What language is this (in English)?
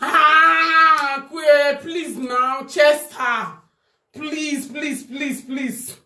Nigerian Pidgin